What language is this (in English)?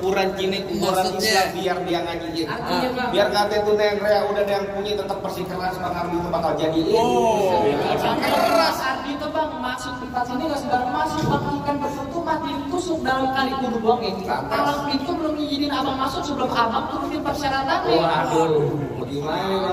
Betawi